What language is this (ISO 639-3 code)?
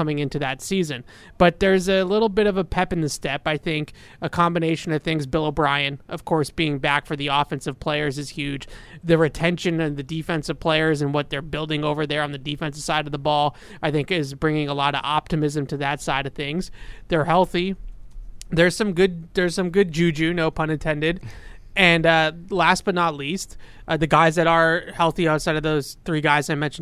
eng